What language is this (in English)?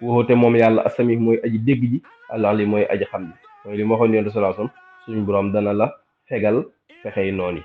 Wolof